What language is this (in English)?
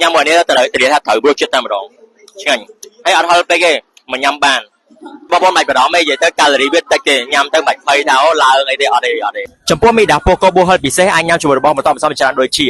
Khmer